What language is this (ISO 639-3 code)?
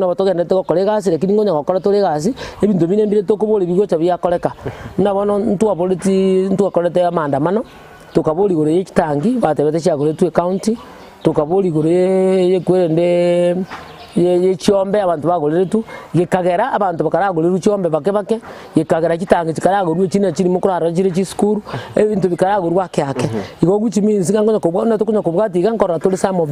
guz